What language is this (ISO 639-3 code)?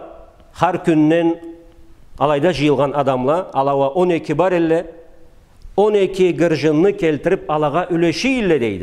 krc